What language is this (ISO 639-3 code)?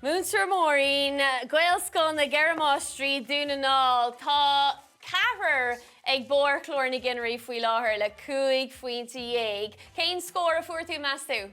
gle